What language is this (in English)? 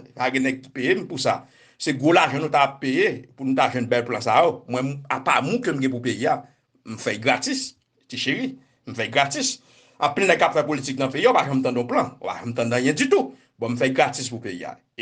Haitian Creole